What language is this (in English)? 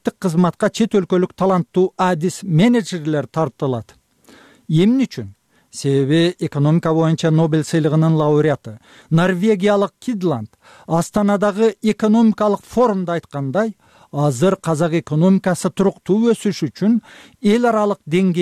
Kyrgyz